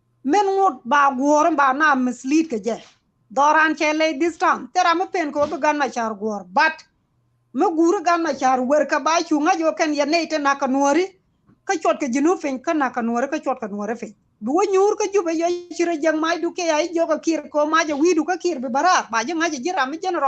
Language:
Nuer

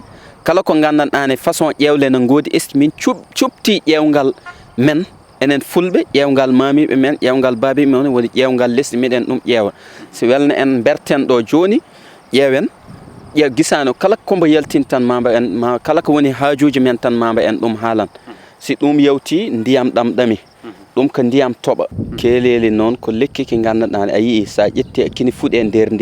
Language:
Fula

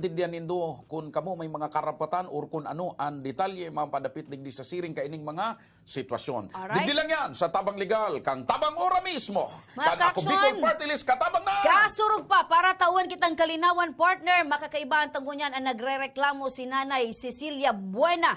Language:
Bikol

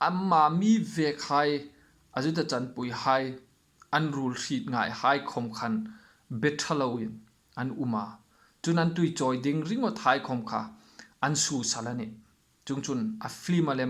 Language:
Hmar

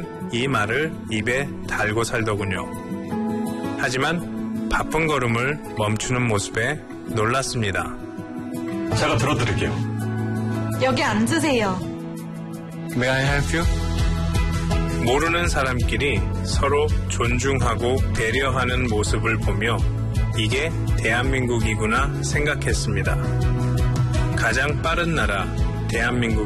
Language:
Korean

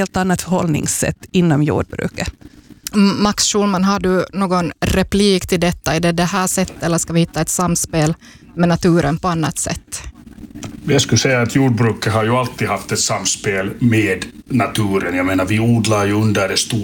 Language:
Swedish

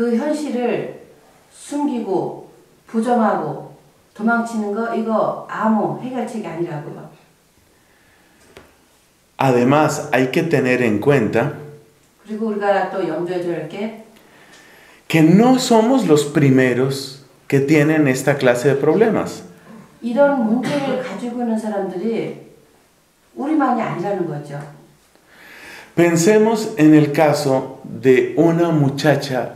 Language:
Korean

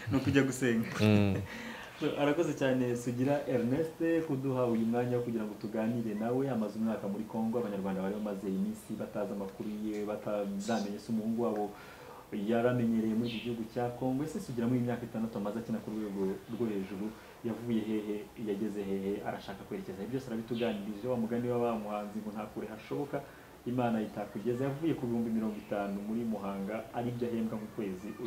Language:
Kinyarwanda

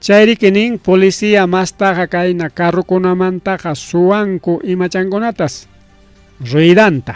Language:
Ayacucho Quechua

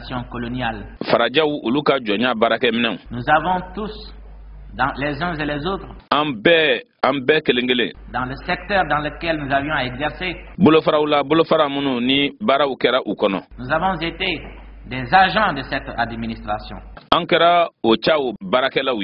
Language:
Bambara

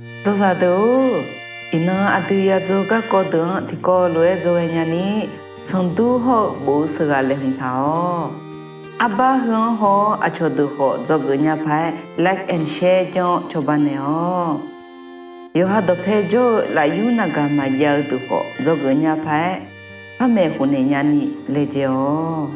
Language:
Akha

